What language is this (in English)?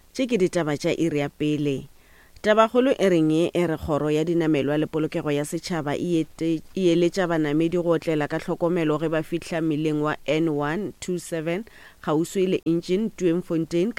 Northern Sotho